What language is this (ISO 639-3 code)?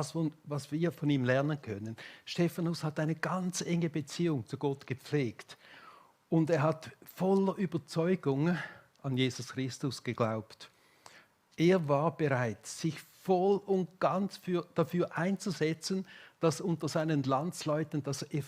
gsw